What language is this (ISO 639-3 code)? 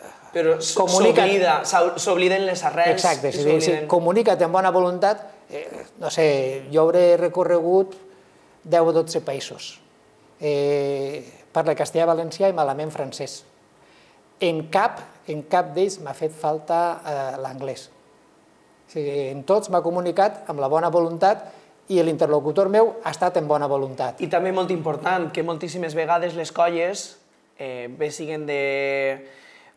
cat